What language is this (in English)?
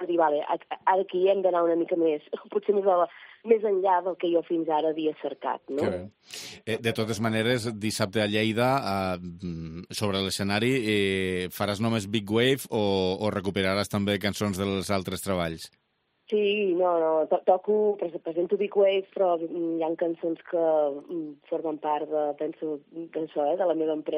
Catalan